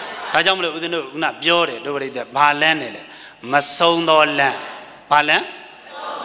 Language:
Burmese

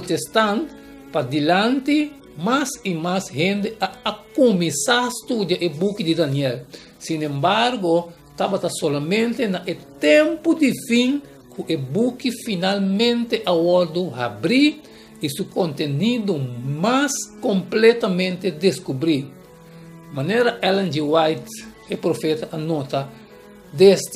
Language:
Papiamento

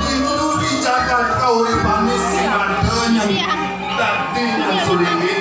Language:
Balinese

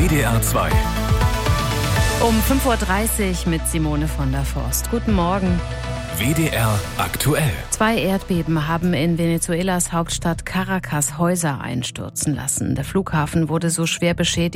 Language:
German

